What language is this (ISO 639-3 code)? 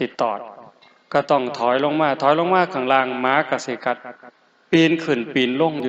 tts